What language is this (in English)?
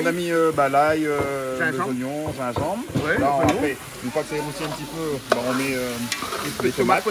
Réunion Creole French